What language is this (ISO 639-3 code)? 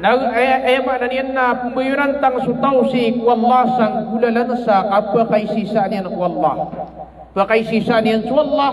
mrw